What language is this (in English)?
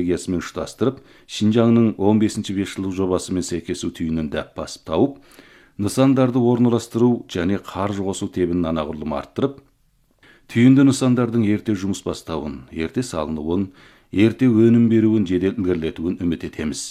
Kazakh